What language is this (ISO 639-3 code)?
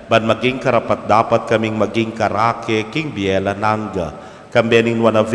pam